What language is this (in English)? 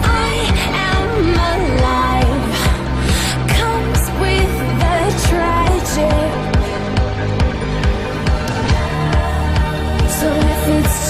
English